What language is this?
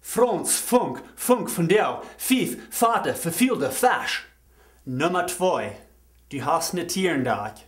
Plautdietsch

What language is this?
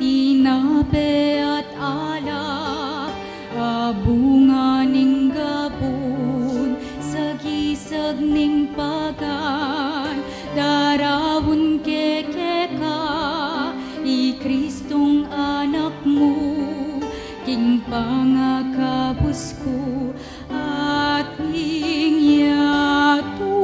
Pampanga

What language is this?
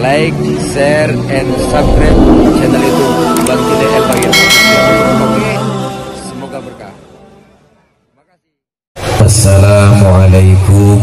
Betawi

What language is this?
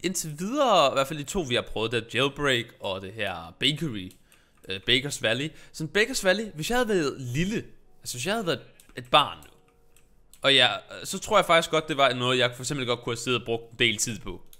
Danish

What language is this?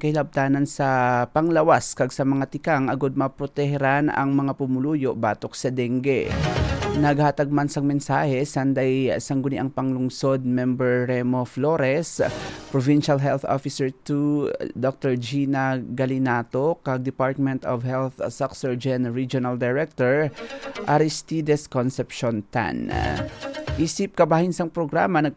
Hiligaynon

